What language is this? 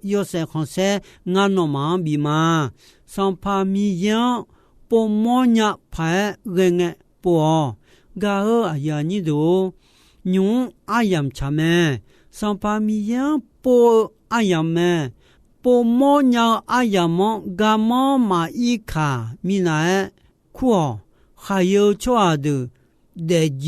Akha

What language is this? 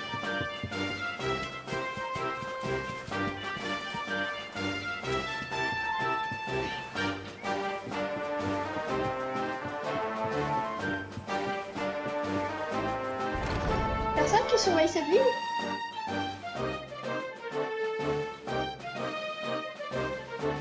French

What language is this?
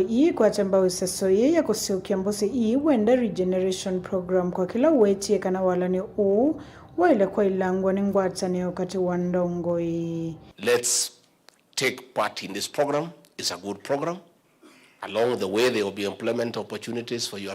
Kamba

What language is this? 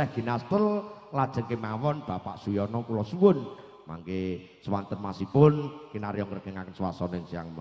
Javanese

